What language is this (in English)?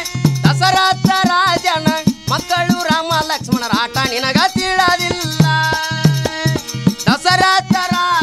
Kannada